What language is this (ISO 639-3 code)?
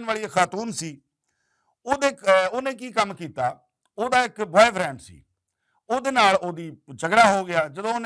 lah